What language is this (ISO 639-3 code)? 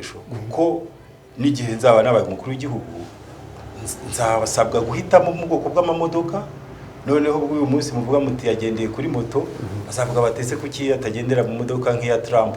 kin